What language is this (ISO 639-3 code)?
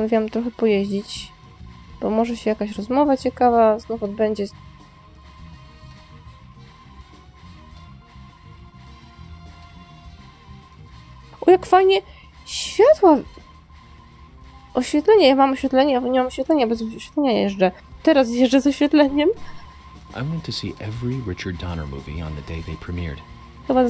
pol